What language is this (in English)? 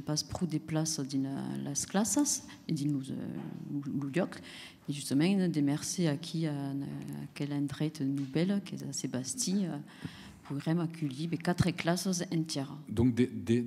Occitan